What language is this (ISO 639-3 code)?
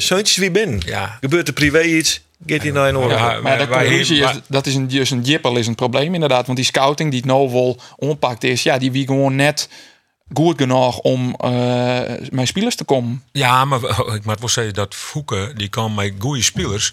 fry